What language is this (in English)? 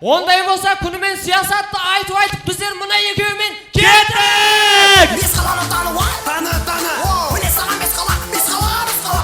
Kara-Kalpak